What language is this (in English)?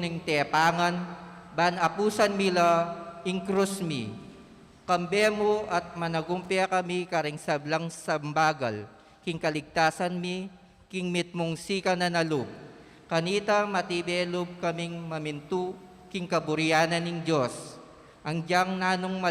Pampanga